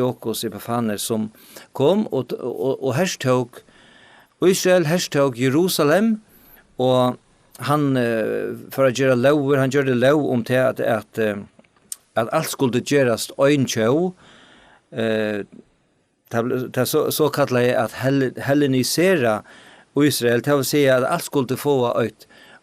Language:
Faroese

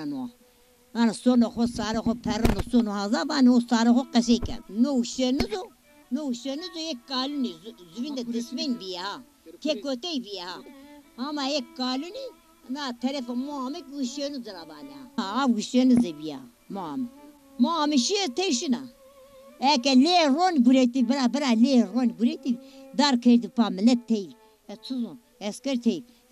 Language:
Zaza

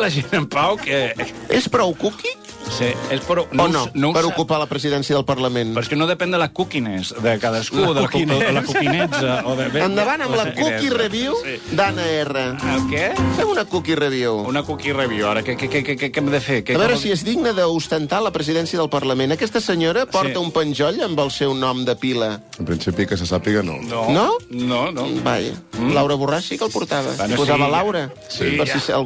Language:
Catalan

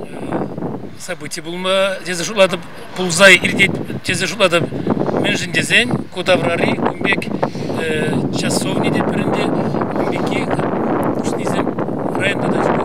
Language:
Chuvash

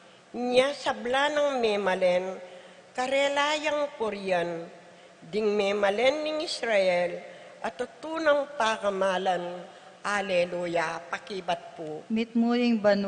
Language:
Pampanga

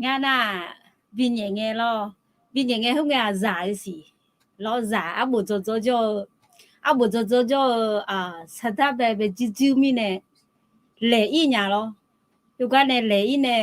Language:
Akha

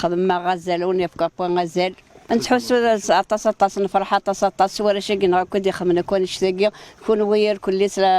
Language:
Kabyle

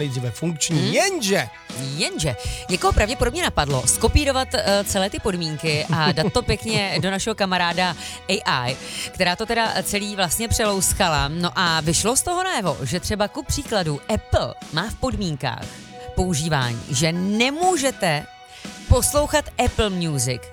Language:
Czech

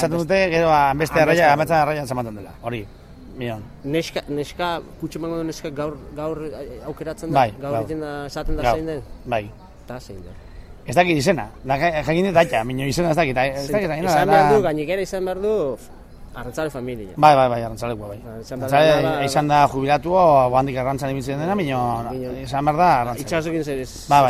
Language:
Basque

